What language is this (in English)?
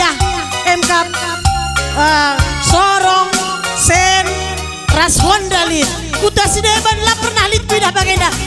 Batak Karo